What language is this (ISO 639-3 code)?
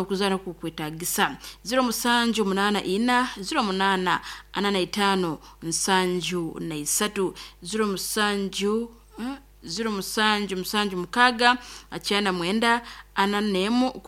nyo